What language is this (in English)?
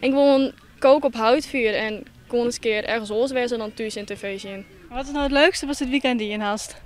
Western Frisian